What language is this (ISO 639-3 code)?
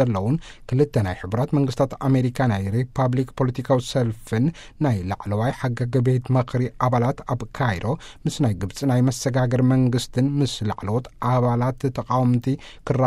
tir